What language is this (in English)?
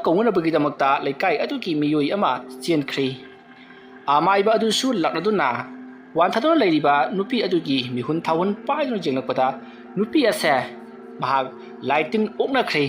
Manipuri